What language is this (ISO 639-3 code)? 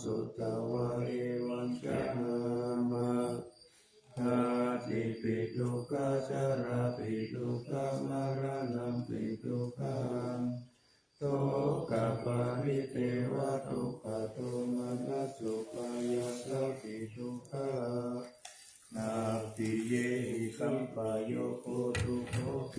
pli